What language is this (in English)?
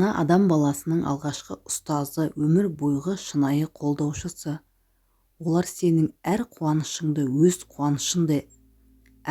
Kazakh